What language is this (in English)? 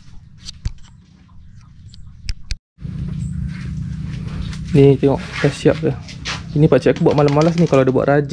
Malay